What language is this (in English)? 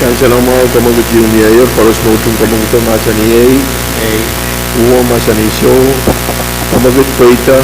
Pohnpeian